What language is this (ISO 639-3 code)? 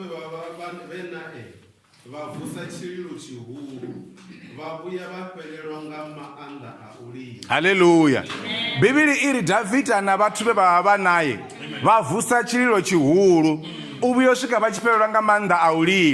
ven